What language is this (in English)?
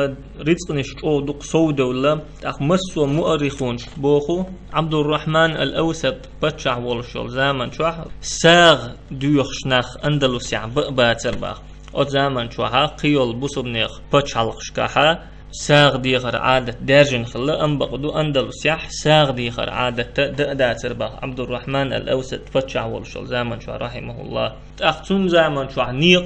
Chechen